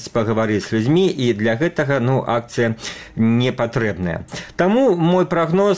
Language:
Belarusian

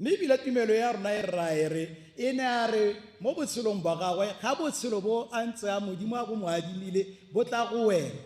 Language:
Tswana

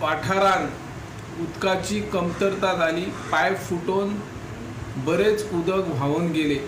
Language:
Konkani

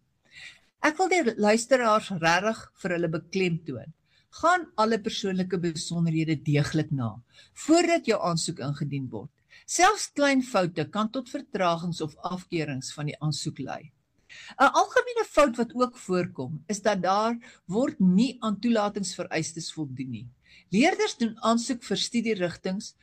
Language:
Afrikaans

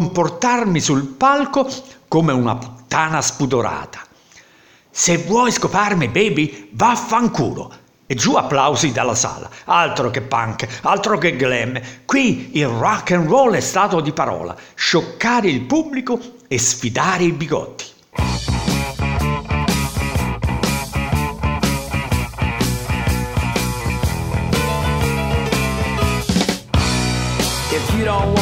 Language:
Italian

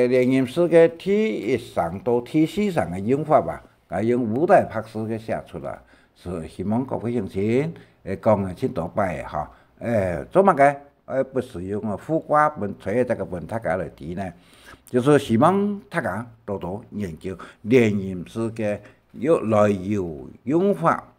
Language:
Hakka Chinese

